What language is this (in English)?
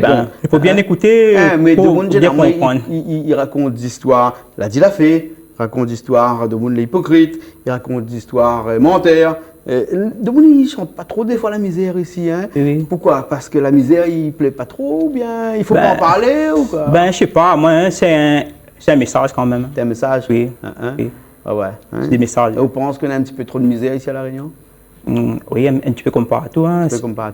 Réunion Creole French